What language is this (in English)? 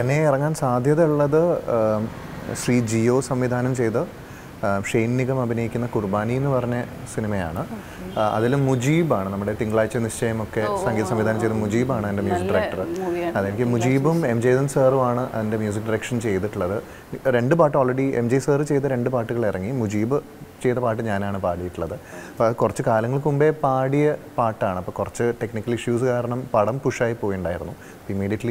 Malayalam